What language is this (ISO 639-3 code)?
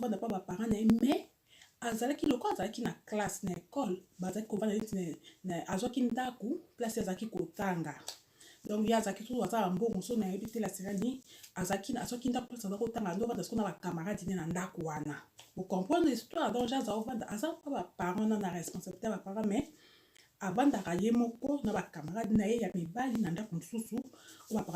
lin